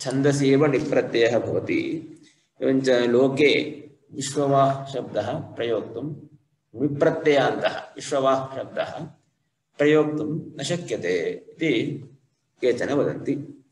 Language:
Sanskrit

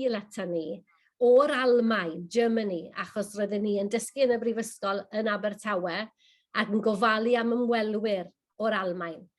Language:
Welsh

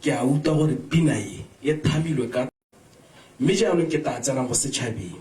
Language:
Tswana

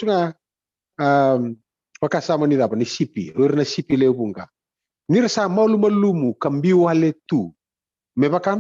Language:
Fijian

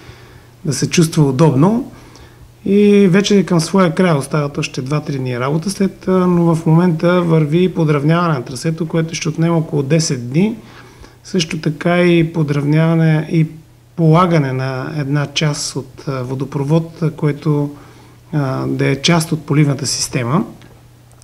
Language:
Bulgarian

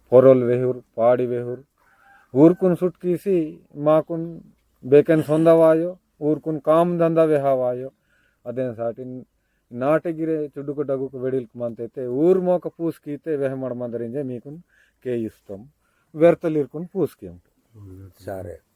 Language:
Aheri Gondi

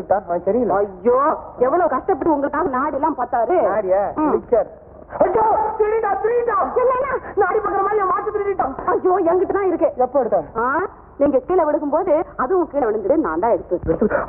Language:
Tamil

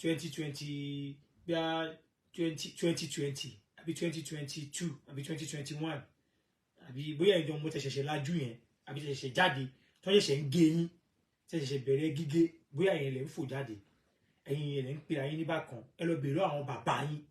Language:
Yoruba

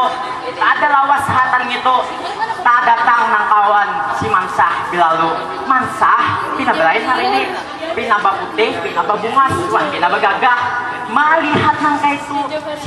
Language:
Banjar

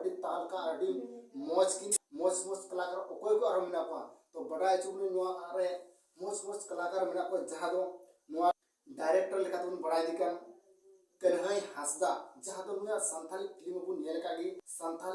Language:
Santali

